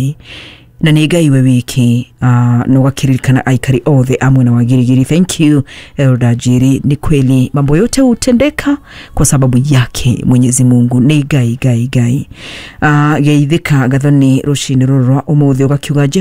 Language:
Kikuyu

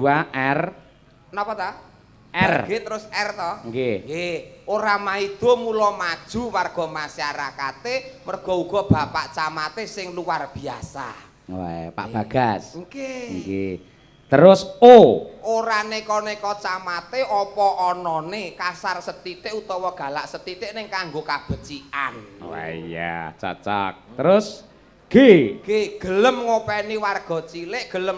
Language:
Javanese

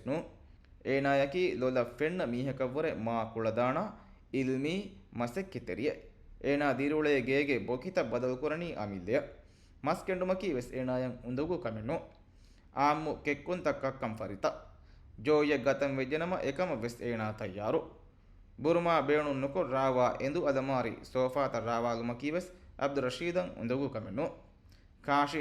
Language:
Divehi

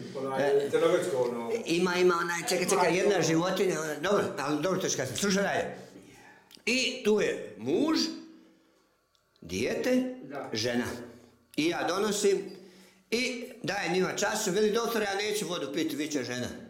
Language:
Croatian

